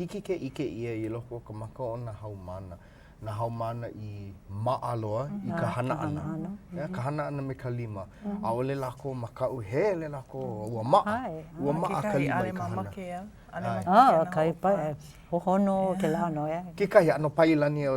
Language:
Hawaiian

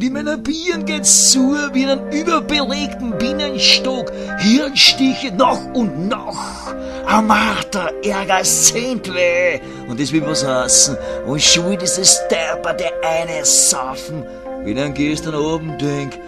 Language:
Bavarian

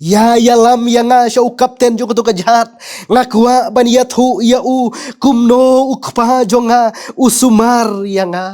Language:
Khasi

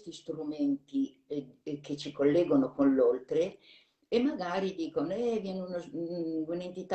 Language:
Italian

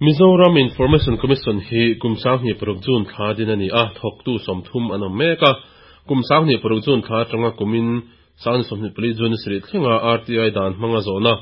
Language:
Mizo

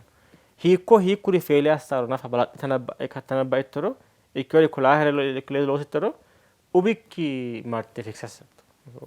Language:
Sidamo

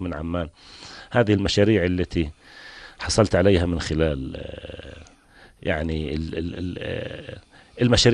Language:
North Levantine Arabic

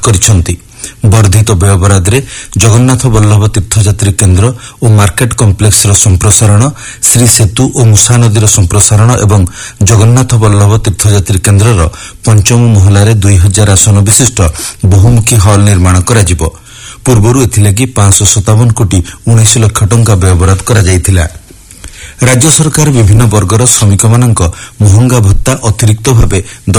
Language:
Odia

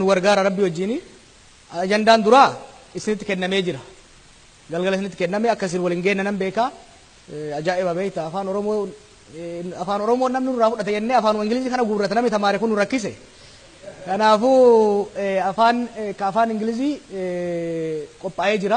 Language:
Oromo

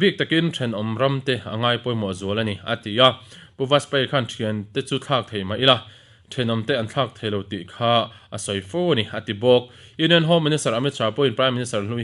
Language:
Mizo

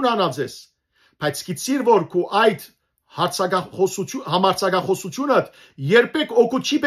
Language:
Western Armenian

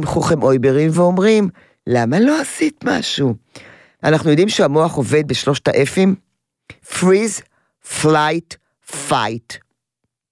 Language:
Hebrew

